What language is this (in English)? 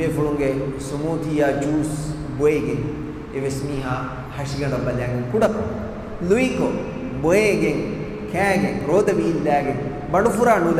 Divehi